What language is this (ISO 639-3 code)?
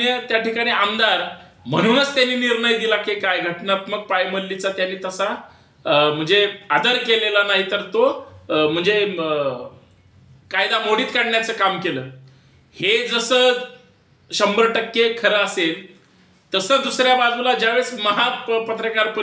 mar